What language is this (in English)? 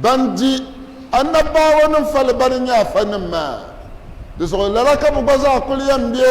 Dagbani